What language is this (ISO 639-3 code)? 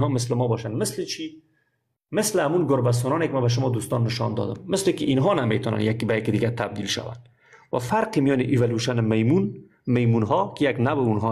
fas